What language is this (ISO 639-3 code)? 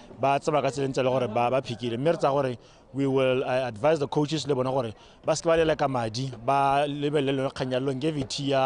tsn